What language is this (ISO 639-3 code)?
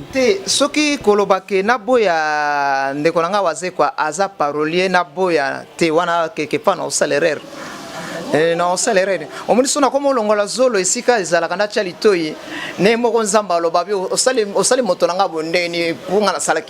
lin